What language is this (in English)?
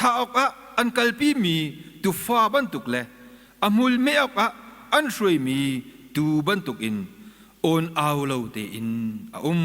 Hakha Chin